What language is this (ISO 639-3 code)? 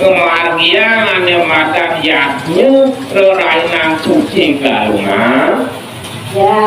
ban